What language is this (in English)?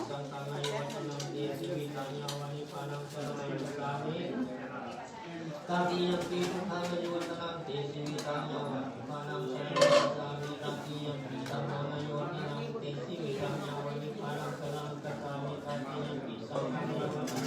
Pali